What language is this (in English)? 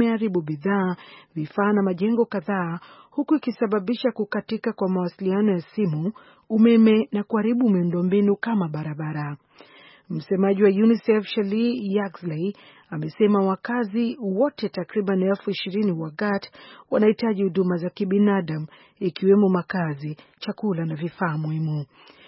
Swahili